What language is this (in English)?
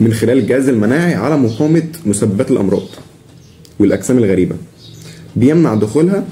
Egyptian Arabic